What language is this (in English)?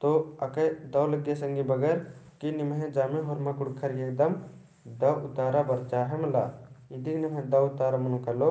Kurukh